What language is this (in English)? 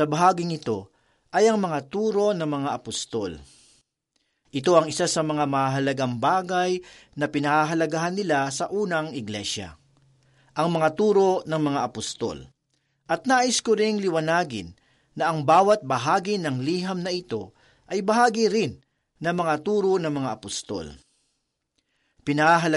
Filipino